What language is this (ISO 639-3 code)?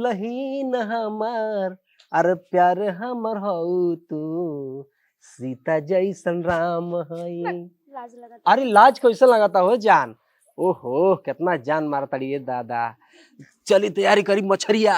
bho